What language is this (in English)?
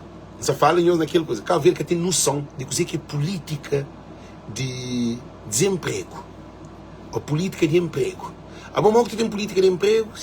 Kabuverdianu